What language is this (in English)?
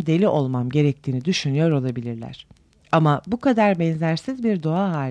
Turkish